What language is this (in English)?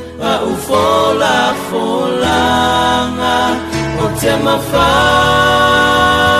Samoan